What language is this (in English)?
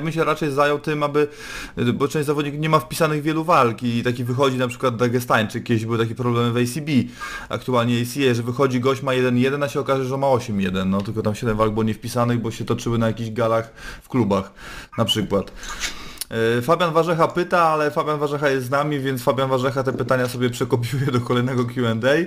Polish